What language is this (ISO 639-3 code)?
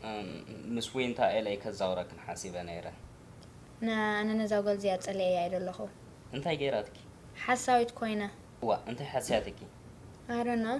tir